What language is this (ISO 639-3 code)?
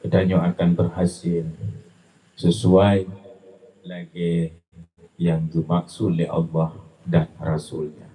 ace